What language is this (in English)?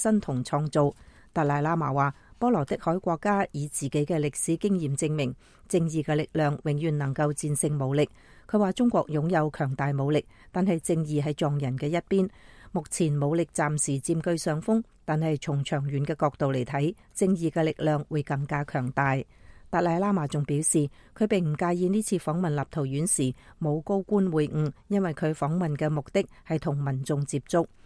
Cantonese